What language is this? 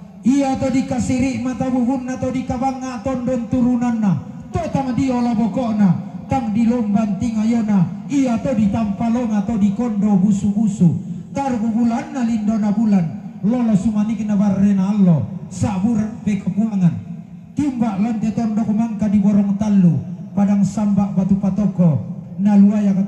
Toraja-Sa'dan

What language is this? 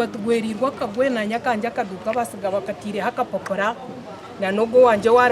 Nyankole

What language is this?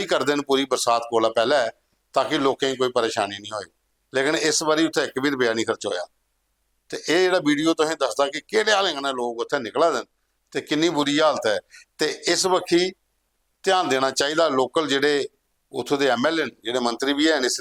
Dogri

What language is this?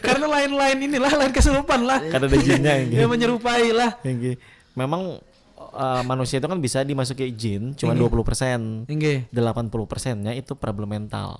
Banjar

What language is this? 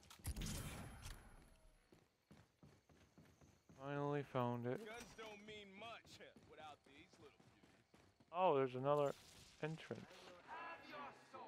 English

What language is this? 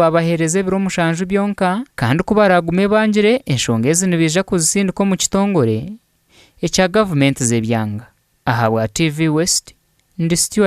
Nyankole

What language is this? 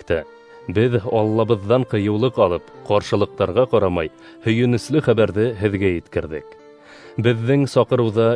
Bashkir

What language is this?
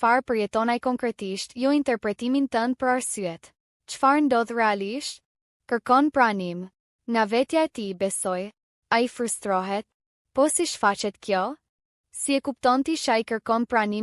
Albanian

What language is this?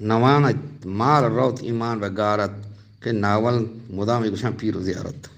Eastern Balochi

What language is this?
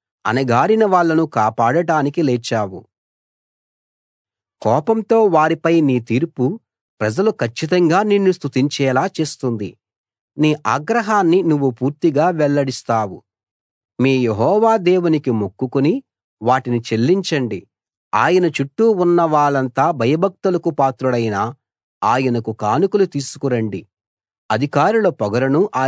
Telugu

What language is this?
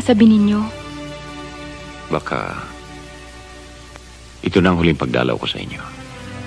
Filipino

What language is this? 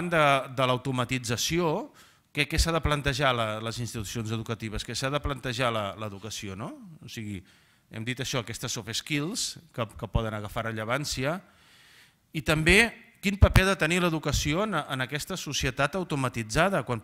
Catalan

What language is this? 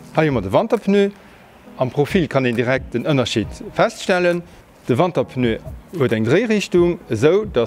Luxembourgish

